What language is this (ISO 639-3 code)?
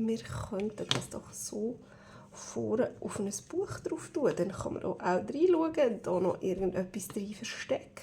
gsw